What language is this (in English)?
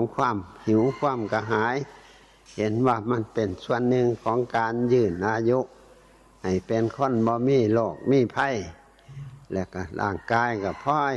Northeastern Thai